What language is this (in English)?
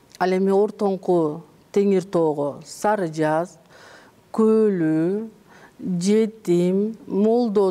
Kyrgyz